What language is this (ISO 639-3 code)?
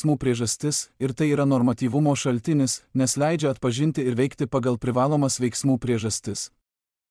lit